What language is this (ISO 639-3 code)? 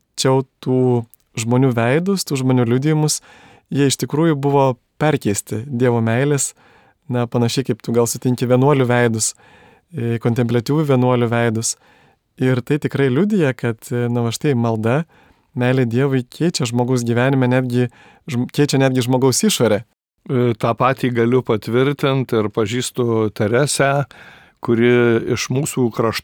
lit